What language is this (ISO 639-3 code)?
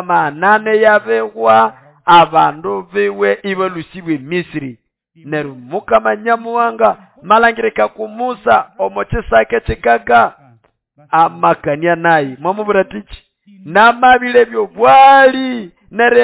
nnb